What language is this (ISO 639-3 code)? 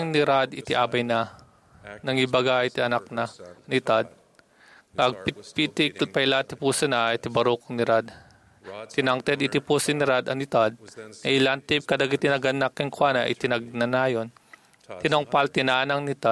ilo